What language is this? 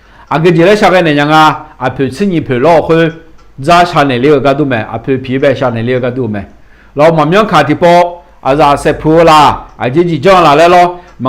Akha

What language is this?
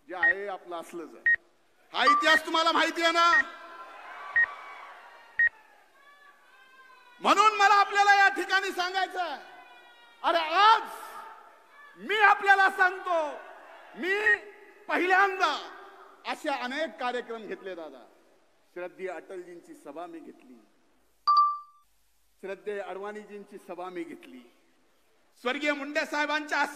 Marathi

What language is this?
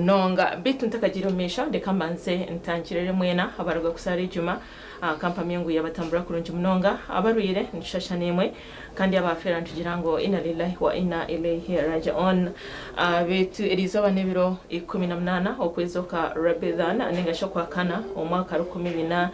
Nyankole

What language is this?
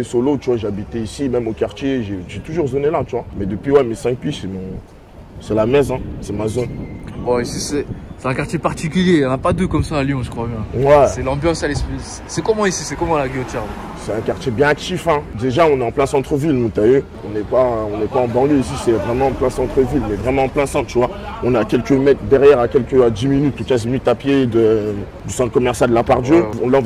French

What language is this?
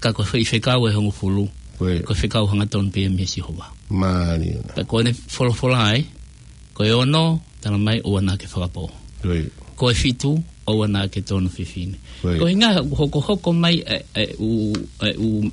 Tongan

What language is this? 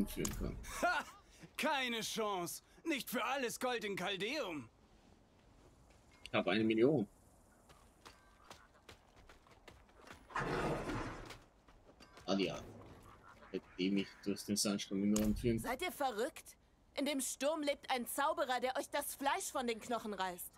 German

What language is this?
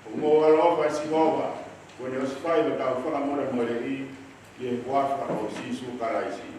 Tongan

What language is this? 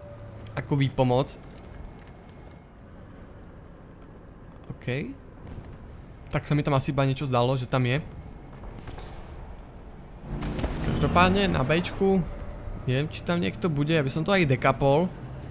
Slovak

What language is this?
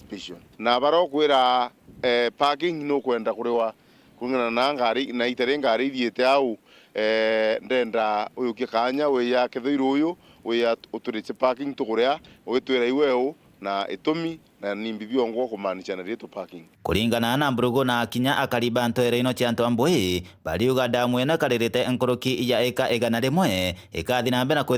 Meru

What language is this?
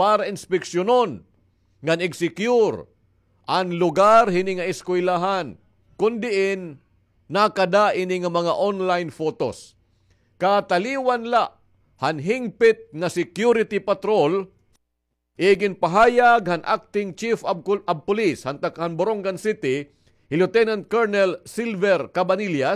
Waray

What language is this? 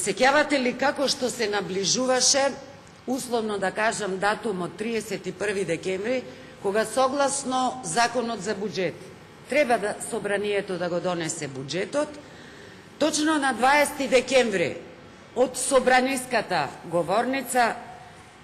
Macedonian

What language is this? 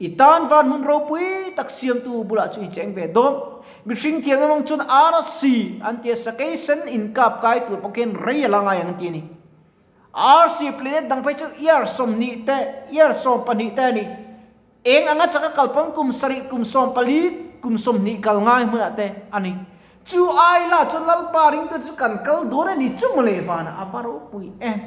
Mizo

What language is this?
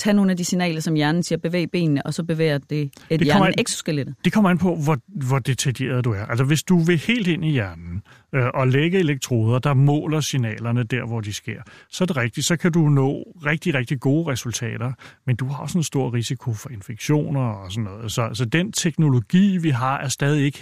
Danish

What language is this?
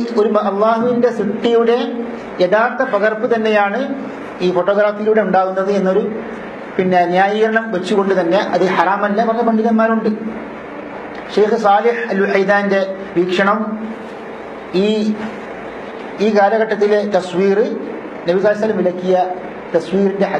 Malayalam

